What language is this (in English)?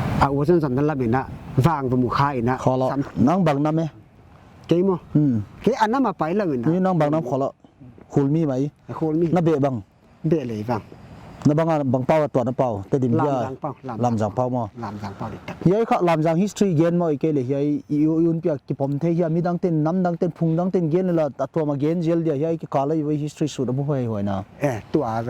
Paite Chin